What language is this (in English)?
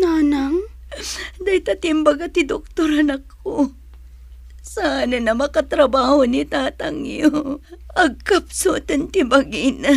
Iloko